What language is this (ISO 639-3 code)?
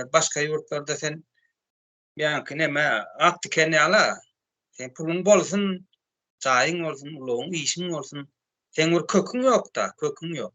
tuk